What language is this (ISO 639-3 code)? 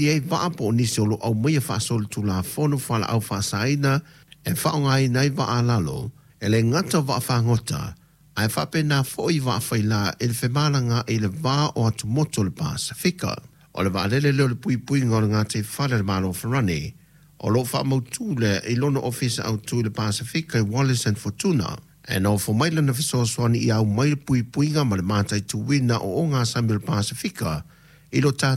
smo